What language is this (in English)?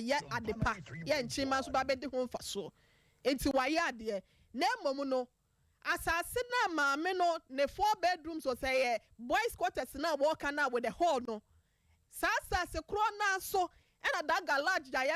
Akan